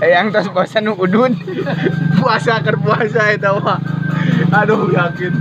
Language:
Sundanese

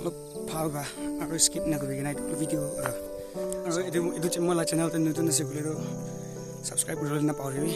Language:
Naga Pidgin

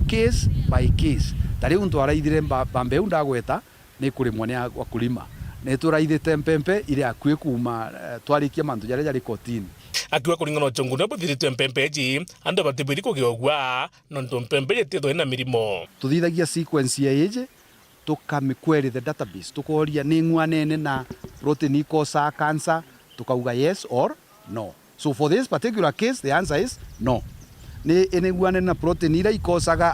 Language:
Meru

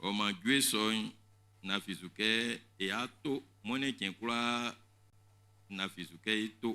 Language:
Baoulé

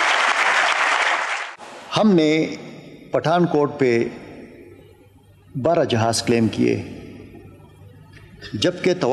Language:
Urdu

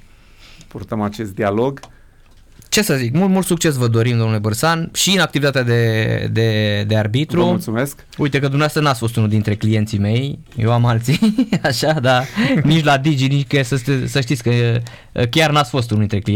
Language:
Romanian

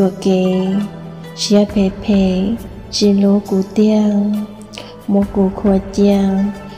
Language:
Hmong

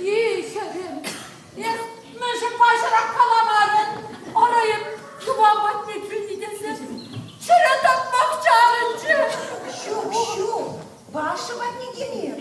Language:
Chuvash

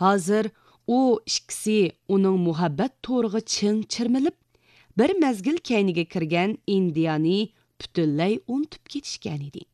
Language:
Uyghur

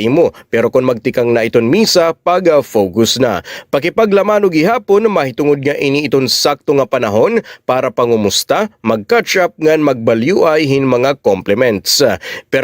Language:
Waray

